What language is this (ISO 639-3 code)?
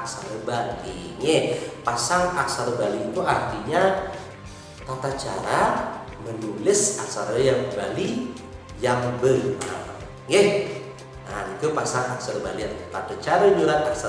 ban